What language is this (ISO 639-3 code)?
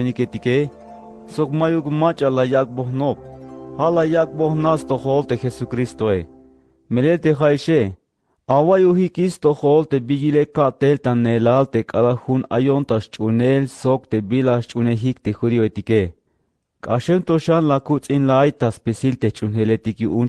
tzh